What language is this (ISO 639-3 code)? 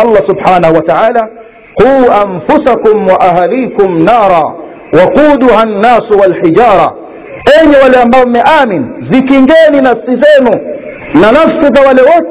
swa